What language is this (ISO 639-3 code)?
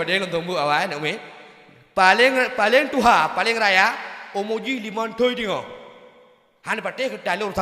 ace